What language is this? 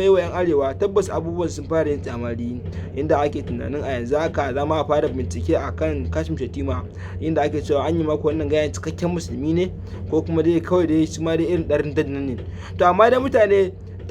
Hausa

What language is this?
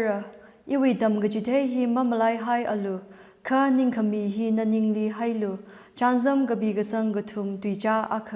Tangkhul Naga (India)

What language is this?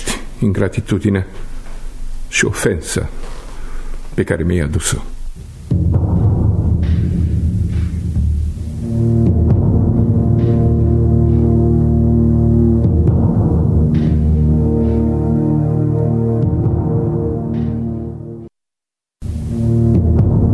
Romanian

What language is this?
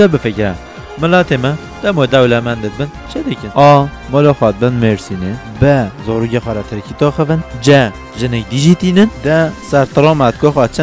Kurdish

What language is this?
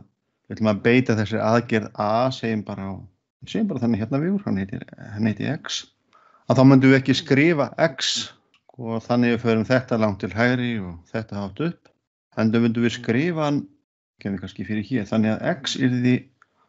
Icelandic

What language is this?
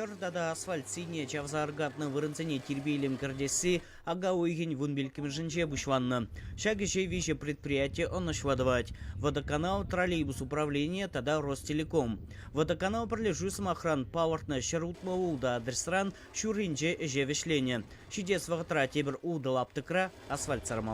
Chuvash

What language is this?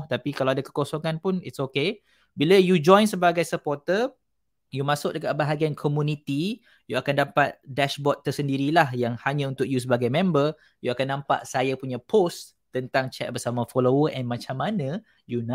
Malay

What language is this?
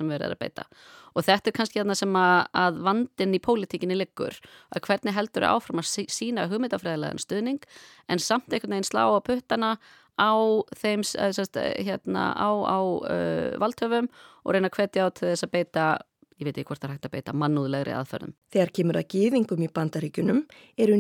Icelandic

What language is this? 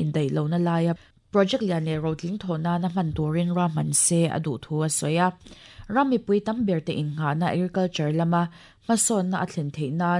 Mizo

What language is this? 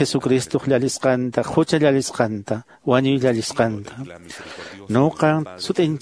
Quechua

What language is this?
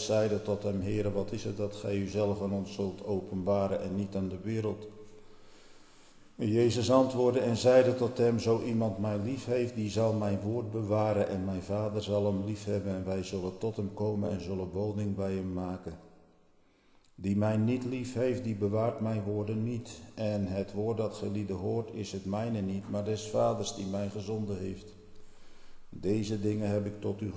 Dutch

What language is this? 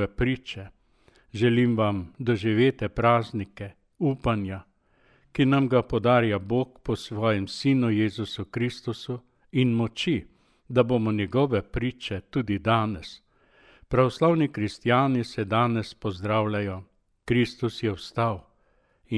Slovenian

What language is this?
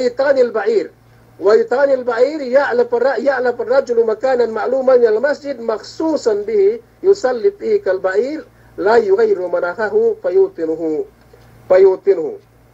Yakan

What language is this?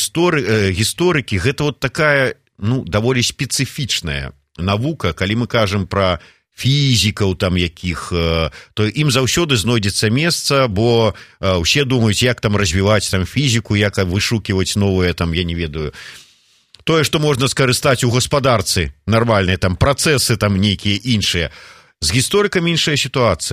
Belarusian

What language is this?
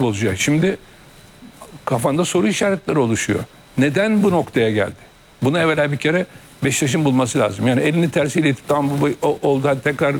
Turkish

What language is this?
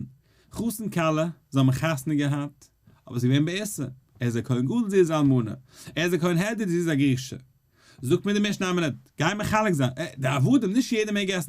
Yiddish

